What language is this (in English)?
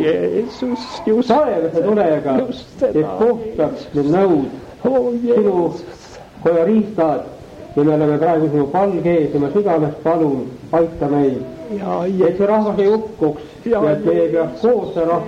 Estonian